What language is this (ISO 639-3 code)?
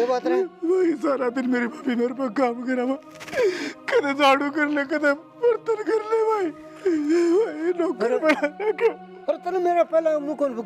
bgc